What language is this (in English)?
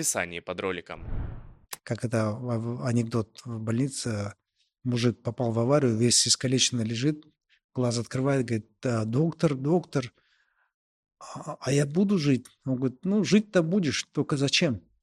Russian